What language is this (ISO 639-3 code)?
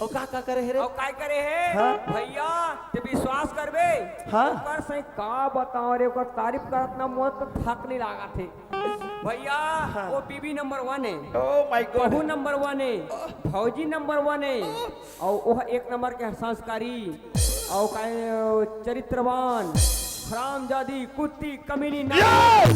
hne